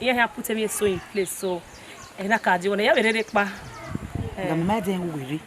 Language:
Bini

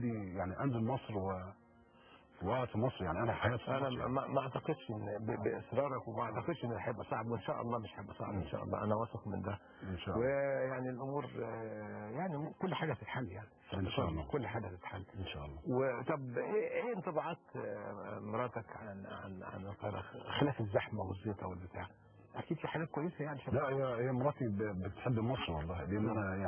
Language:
Egyptian Arabic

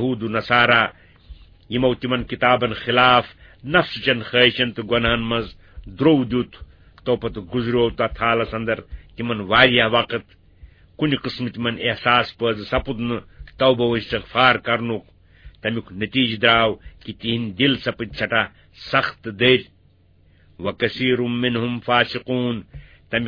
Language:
Kashmiri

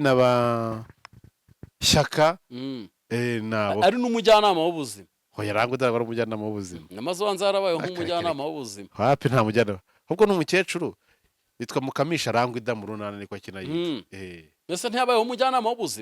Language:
Kinyarwanda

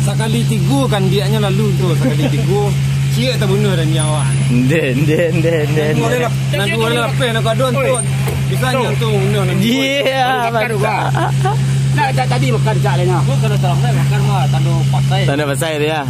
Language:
Minangkabau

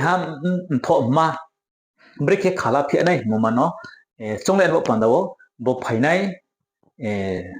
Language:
Riang (India)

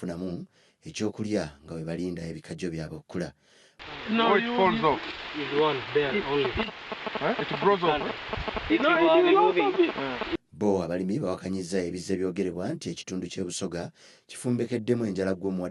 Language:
Ganda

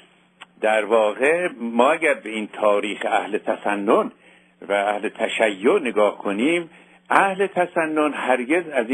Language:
Persian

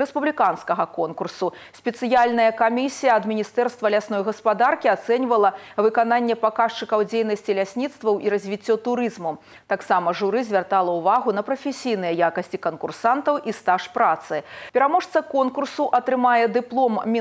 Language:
Belarusian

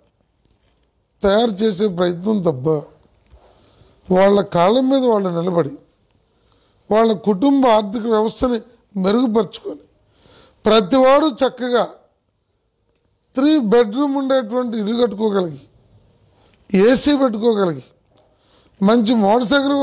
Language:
Telugu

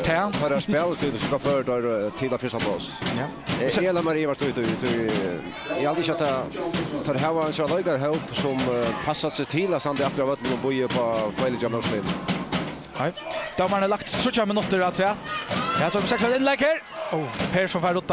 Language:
Faroese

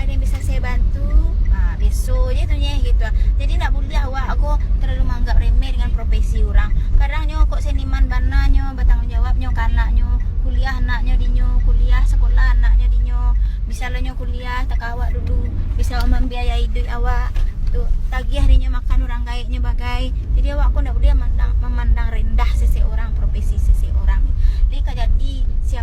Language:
Minangkabau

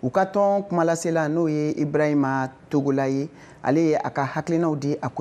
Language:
Bambara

